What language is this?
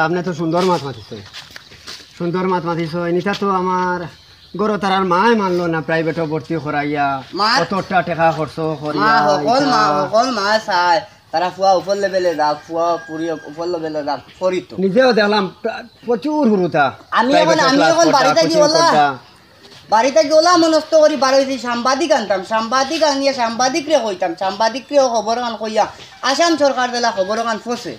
Sylheti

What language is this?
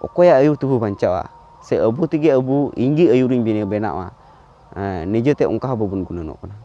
Santali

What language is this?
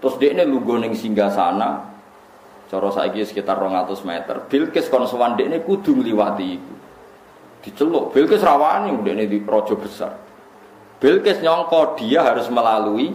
Javanese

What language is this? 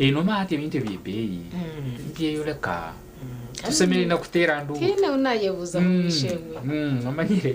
Nyankole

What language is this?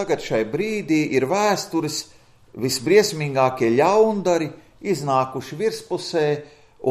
Latvian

